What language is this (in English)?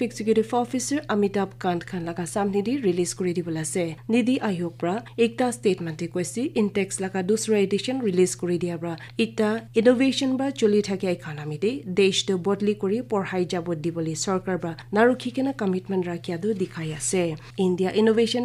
Naga Pidgin